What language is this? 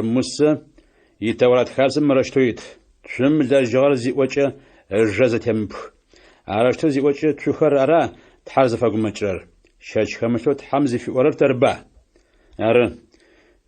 Adyghe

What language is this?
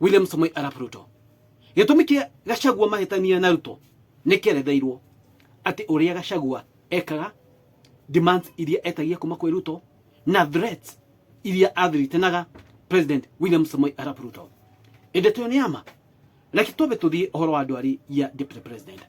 Kikuyu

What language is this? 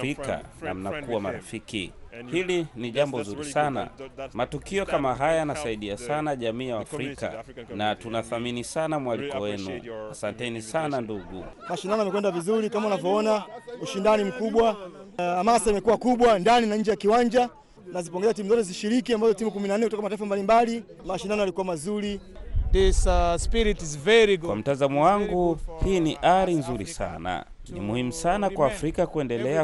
Swahili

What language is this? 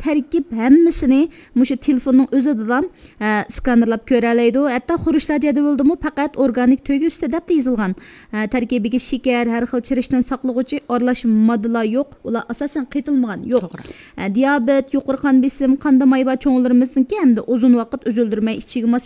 Uyghur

